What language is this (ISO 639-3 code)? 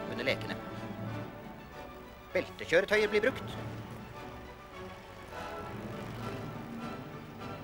nor